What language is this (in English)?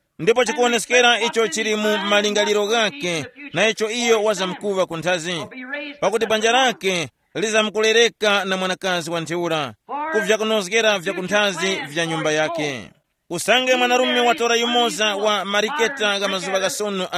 Tumbuka